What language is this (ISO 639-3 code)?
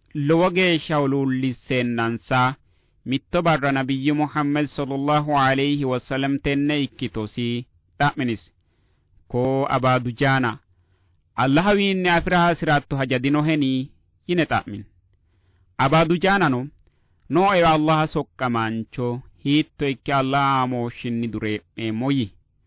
sid